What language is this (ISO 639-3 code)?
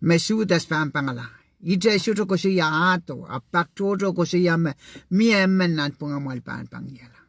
pon